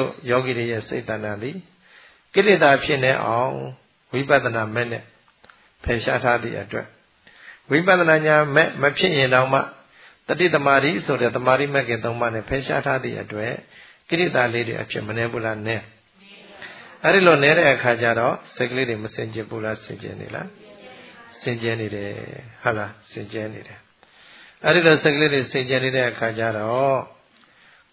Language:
Burmese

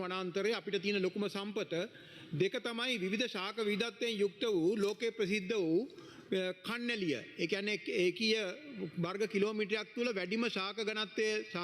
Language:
Sinhala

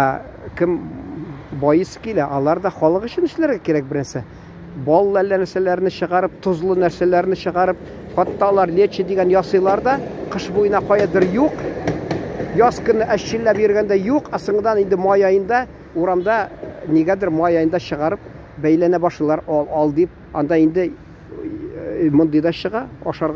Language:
Tatar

